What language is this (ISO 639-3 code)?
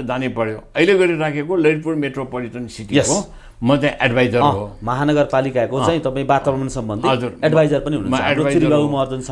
nep